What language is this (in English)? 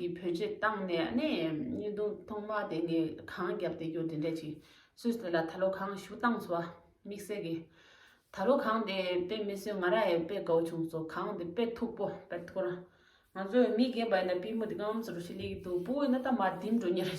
Tibetan